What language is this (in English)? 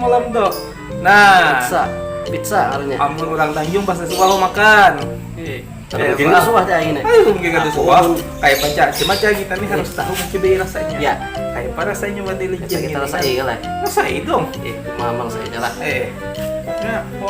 Banjar